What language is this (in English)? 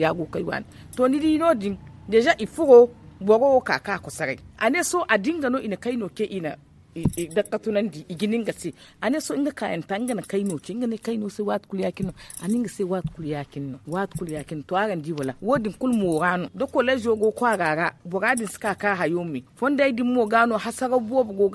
Zarma